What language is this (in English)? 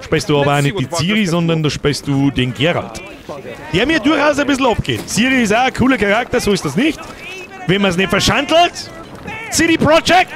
Bavarian